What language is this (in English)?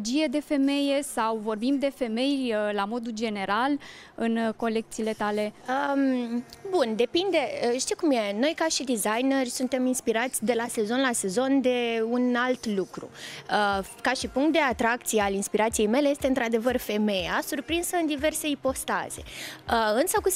Romanian